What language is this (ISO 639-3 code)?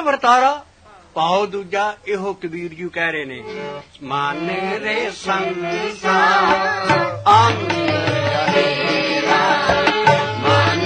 pan